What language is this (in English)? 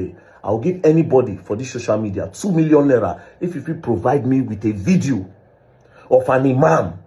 Nigerian Pidgin